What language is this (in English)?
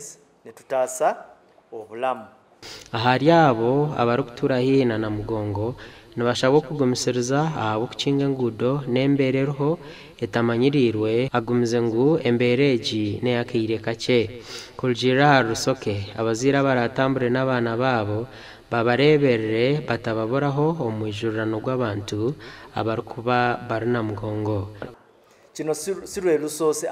Nyankole